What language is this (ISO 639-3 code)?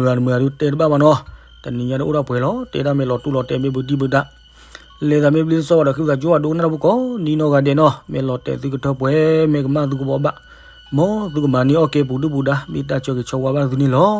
ksw